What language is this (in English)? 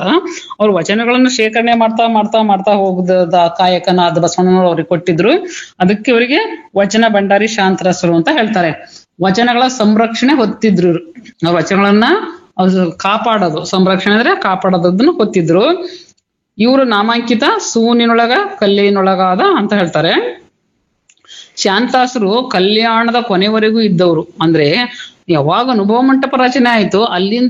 Kannada